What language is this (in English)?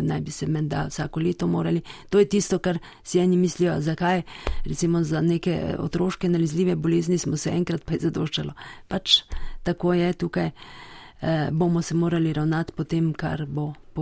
Slovenian